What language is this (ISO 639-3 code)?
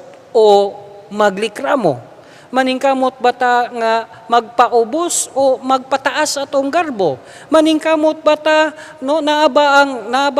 ceb